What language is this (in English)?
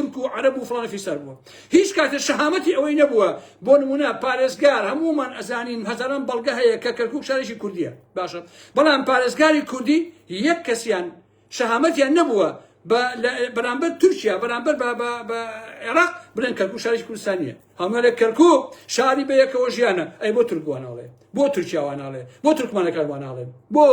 Central Kurdish